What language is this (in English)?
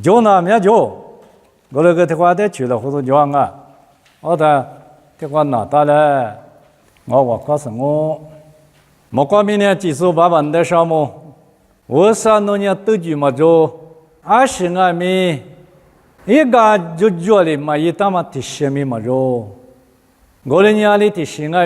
Lisu